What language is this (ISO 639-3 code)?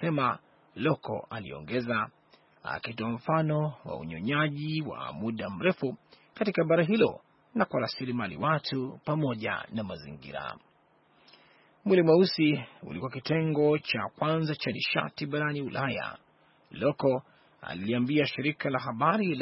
swa